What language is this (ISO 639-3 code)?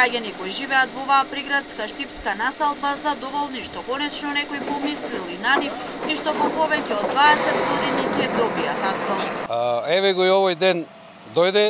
mkd